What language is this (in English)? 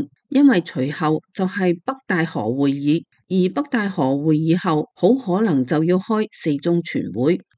Cantonese